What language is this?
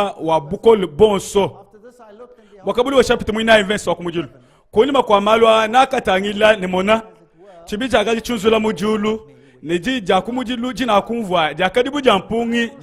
Luba-Lulua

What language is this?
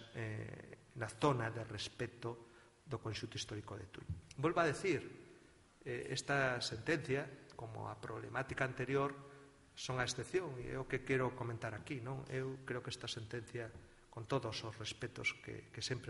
Galician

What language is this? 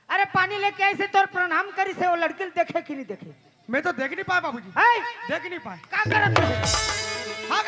Chhattisgarhi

